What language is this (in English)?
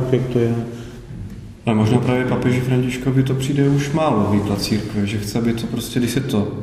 Czech